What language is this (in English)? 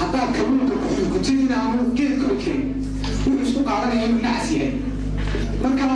Somali